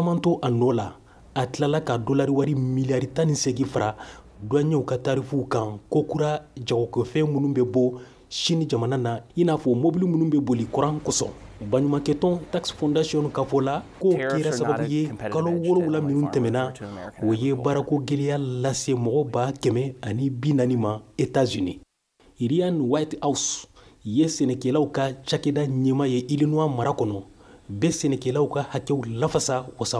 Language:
Bambara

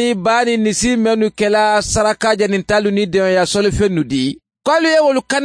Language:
Mandingo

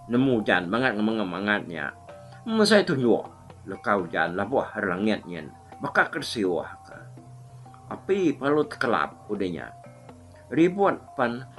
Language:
Iban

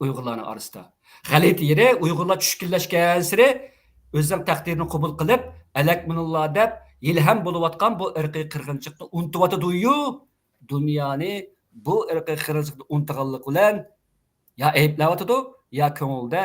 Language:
Uyghur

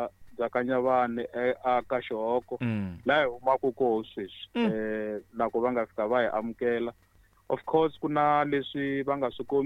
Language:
Tsonga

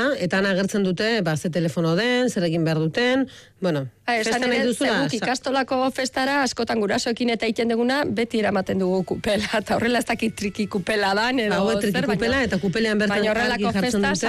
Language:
Basque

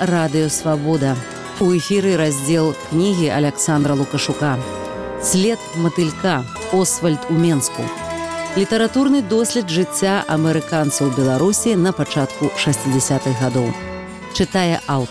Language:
Belarusian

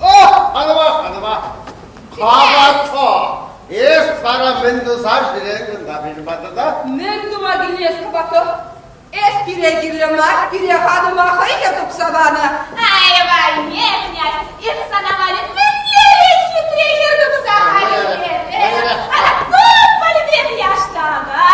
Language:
Chuvash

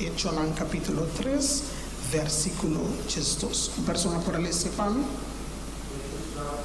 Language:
Papiamento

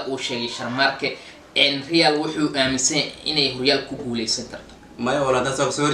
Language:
Somali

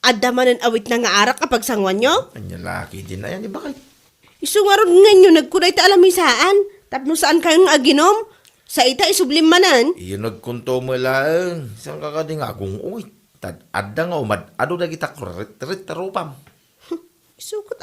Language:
Iloko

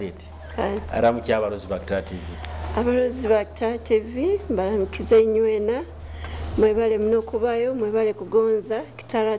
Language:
Nyoro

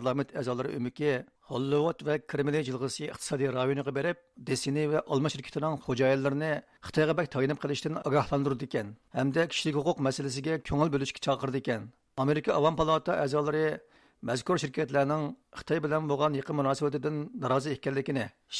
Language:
Uyghur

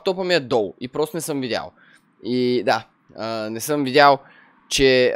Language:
Bulgarian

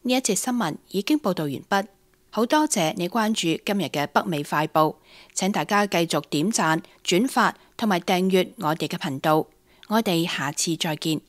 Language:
Cantonese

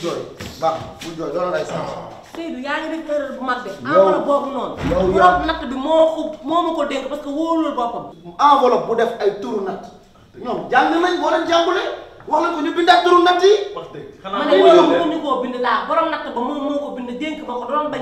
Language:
Wolof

